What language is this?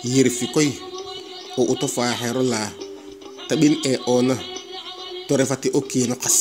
Serer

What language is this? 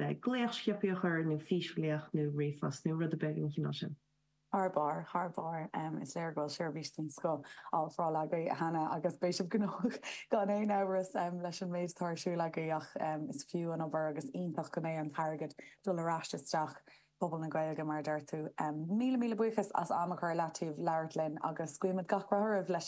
Irish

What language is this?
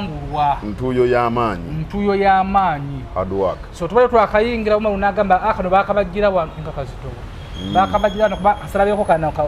Ganda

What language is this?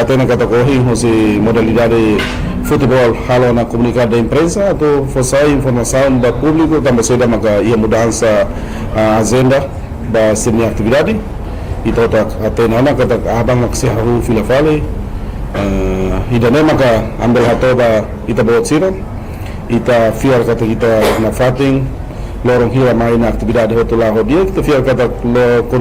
Tetum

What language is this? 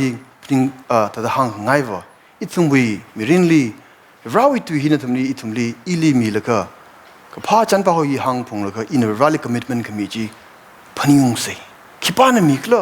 Tangkhul Naga (India)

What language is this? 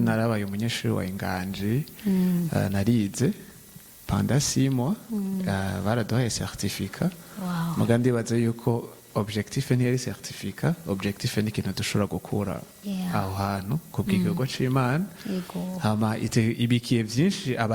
Rundi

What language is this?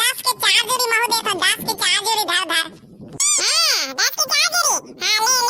Chhattisgarhi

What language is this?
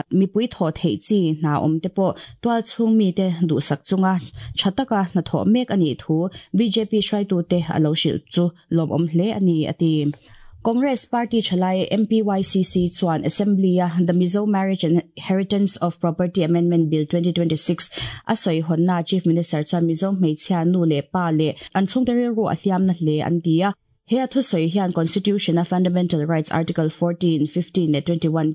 Mizo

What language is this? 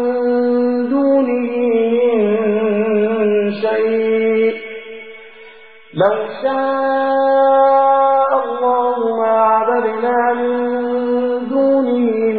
Arabic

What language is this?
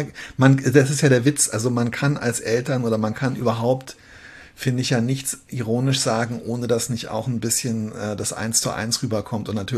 German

